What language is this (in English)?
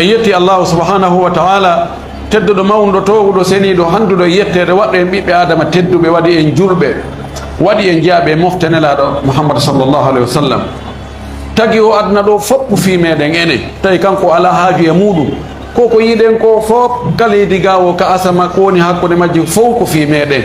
Fula